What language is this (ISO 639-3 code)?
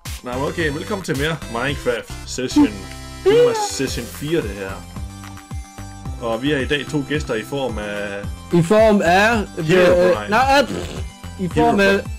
dan